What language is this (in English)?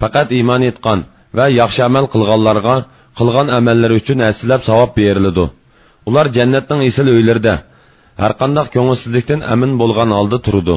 Uyghur